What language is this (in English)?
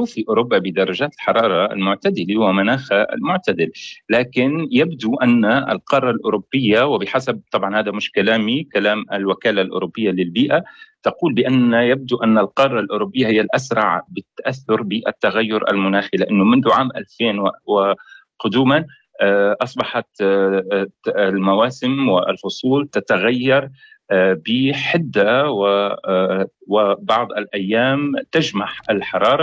North Levantine Arabic